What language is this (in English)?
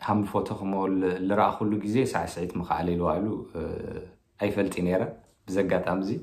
Tigrinya